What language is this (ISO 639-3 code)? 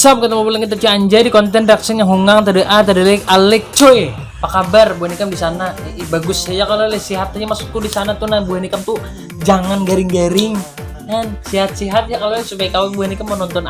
bjn